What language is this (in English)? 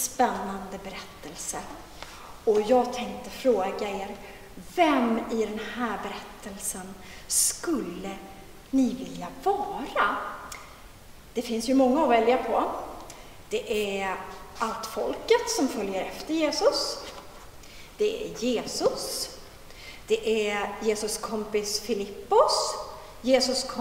Swedish